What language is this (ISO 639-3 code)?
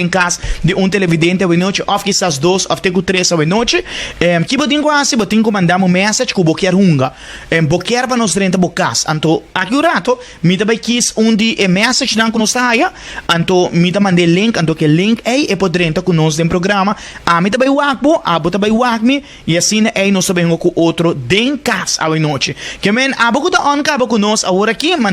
pap